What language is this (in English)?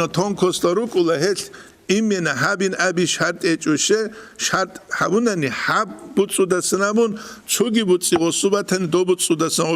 Avaric